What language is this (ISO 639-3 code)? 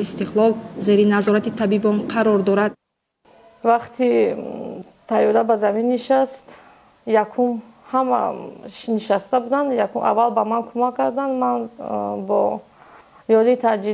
tgk